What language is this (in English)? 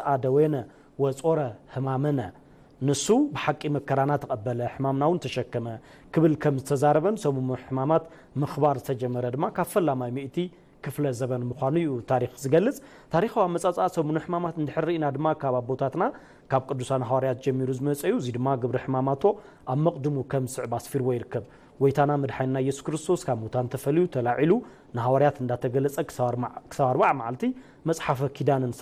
Tigrinya